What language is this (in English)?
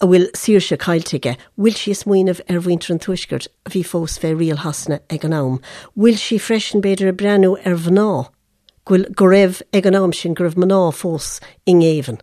Irish